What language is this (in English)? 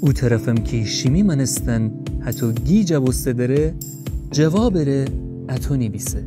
Gilaki